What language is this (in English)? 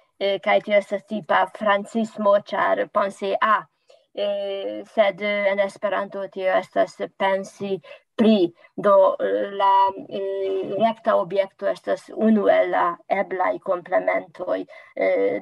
Esperanto